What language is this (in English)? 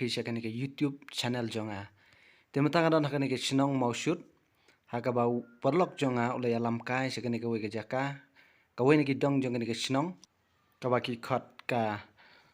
Khasi